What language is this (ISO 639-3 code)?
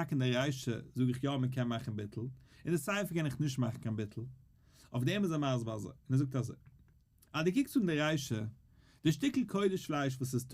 yid